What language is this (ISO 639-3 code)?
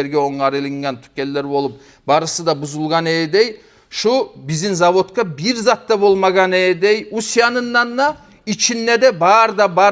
kum